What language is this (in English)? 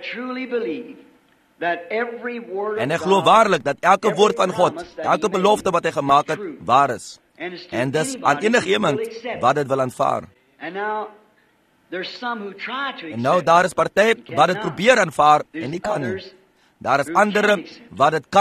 Afrikaans